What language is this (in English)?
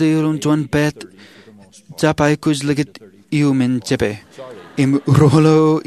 Marshallese